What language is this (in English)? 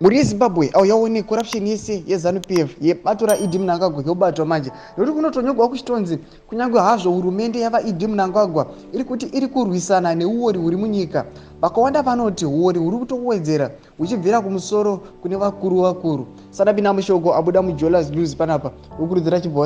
Shona